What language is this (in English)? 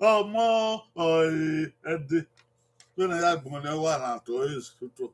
Bini